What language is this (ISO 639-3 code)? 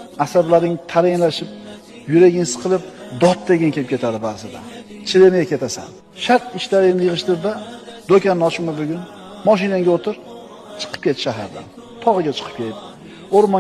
uzb